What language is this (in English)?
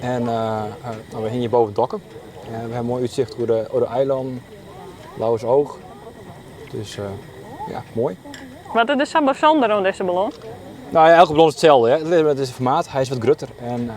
Western Frisian